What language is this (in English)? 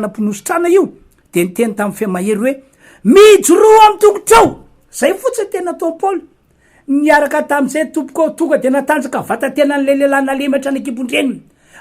Malagasy